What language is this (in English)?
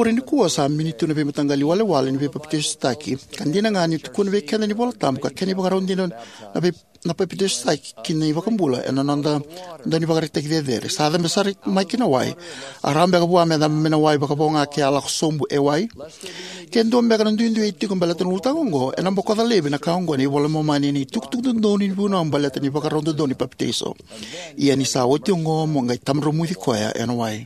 Fijian